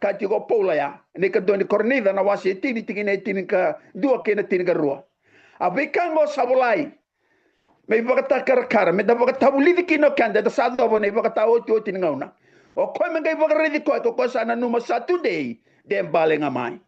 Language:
Fijian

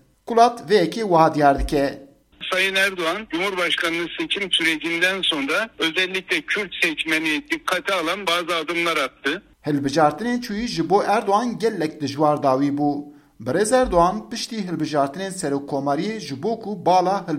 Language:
Kurdish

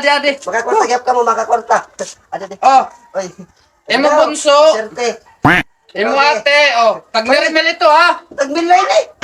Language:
Waray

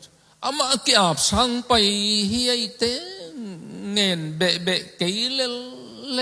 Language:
Tedim Chin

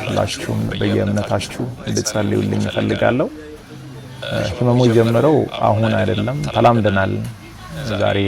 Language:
Amharic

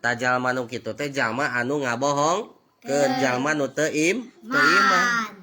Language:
Sundanese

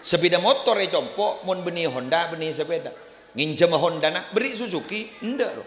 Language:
Madurese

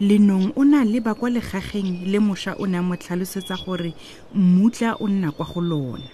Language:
Tswana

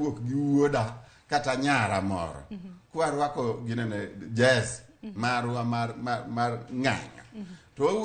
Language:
Luo (Kenya and Tanzania)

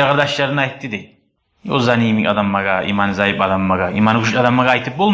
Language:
Kumyk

